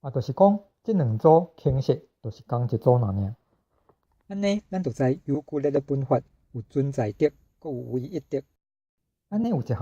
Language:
Min Nan Chinese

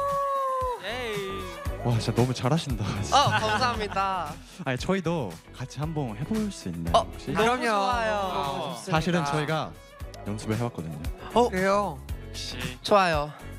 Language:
Korean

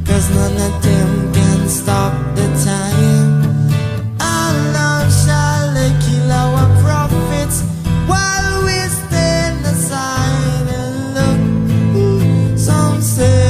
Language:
English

